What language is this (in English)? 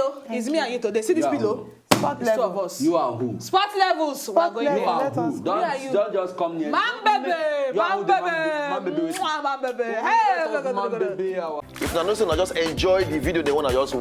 Nigerian Pidgin